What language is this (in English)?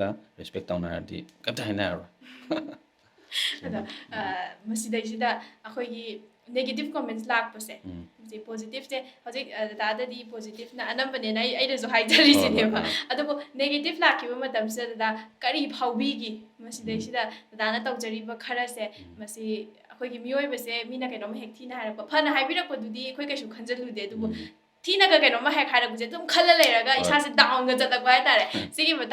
Manipuri